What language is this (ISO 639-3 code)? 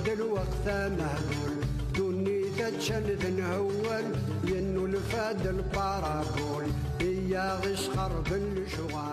kab